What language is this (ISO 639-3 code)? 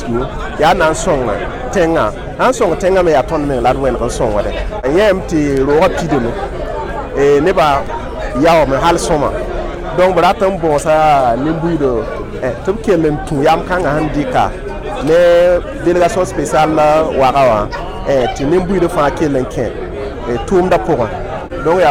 mos